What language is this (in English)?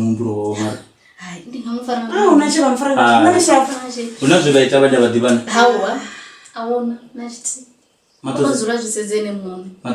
Venda